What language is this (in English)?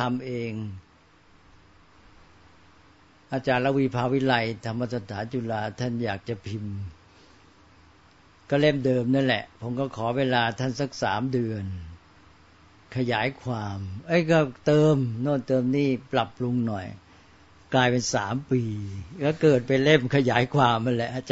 Thai